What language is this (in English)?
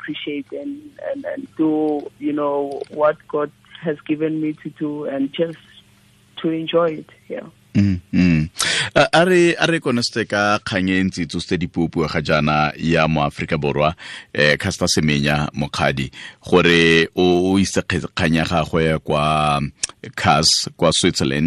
Tswana